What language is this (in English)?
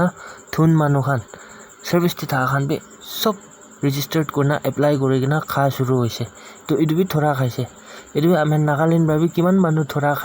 Naga Pidgin